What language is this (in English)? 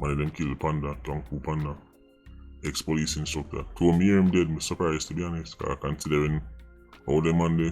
Jamaican Creole English